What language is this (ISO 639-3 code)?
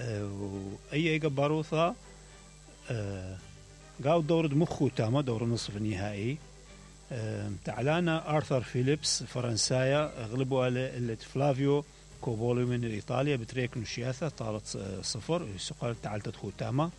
acm